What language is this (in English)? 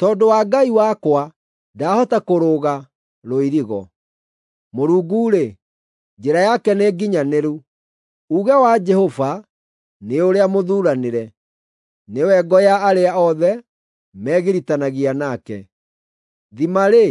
Kikuyu